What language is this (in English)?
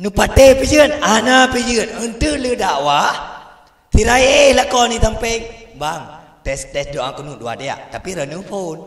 Achinese